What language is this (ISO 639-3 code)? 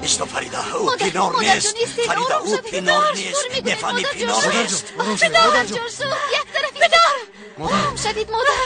tgk